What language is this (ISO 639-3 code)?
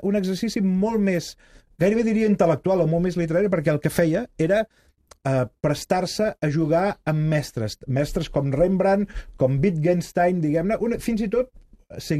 cat